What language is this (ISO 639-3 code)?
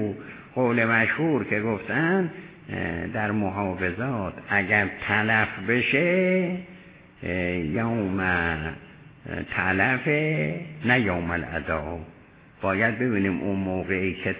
fas